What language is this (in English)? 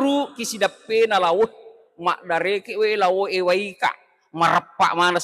Buginese